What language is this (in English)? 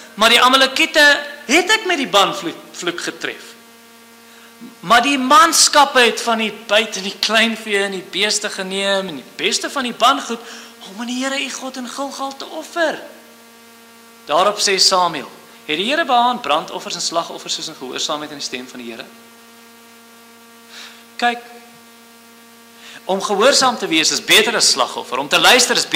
Afrikaans